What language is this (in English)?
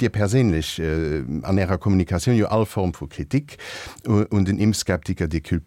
Luxembourgish